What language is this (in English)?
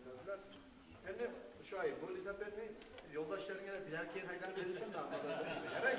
Kumyk